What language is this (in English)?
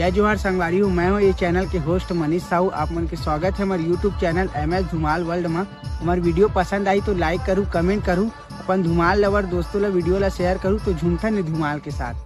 Chhattisgarhi